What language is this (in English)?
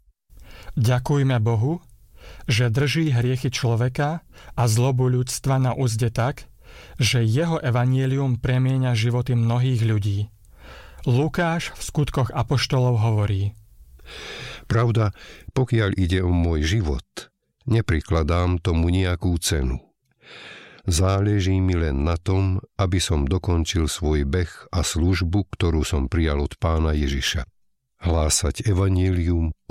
Slovak